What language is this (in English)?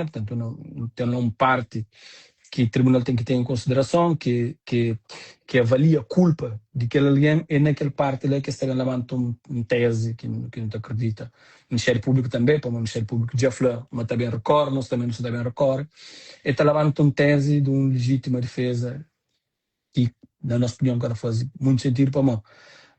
Kabuverdianu